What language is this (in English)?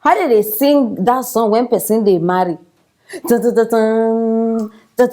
Nigerian Pidgin